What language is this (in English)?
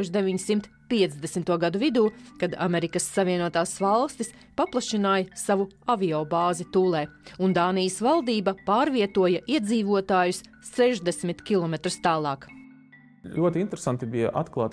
Latvian